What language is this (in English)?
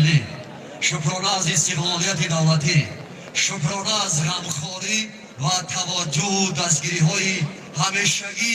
Tajik